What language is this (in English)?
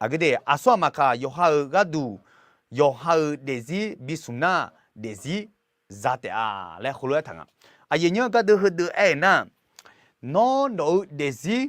Akha